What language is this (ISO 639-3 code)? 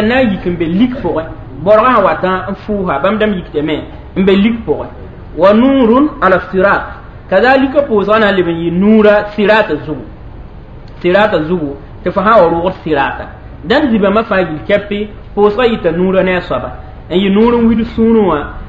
mos